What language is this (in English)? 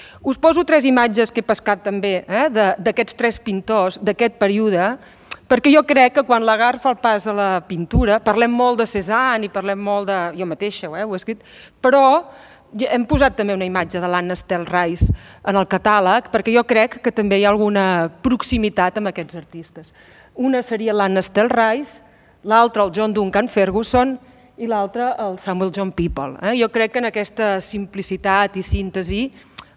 Catalan